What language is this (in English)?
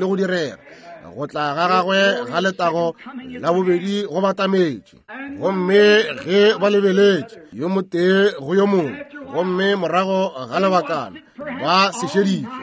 Northern Sotho